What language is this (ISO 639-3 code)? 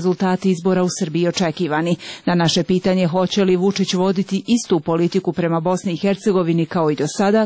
srp